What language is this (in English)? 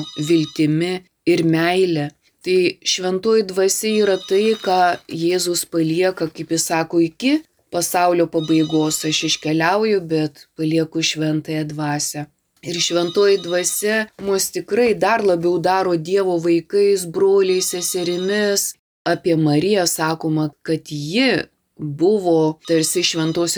Lithuanian